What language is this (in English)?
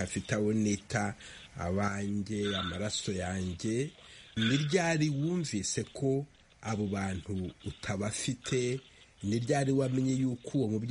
Kinyarwanda